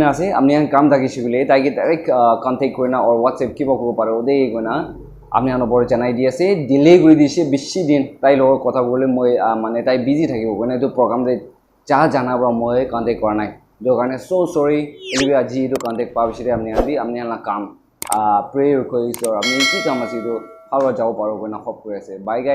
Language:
Naga Pidgin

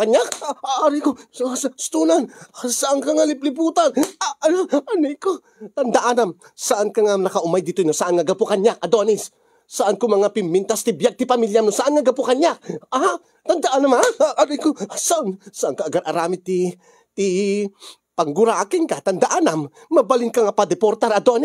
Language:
Iloko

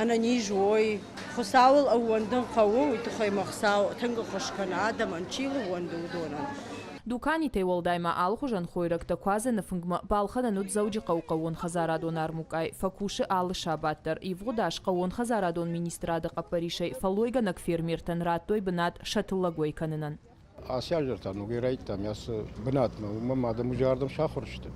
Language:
Ossetic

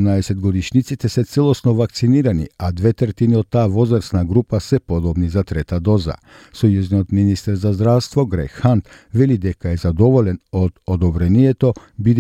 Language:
Macedonian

